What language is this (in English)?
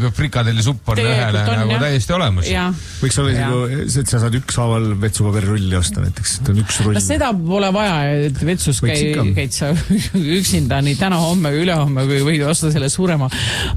Estonian